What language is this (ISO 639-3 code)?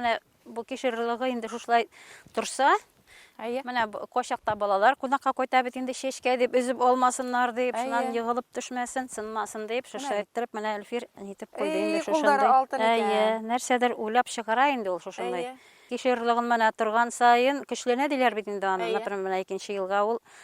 bak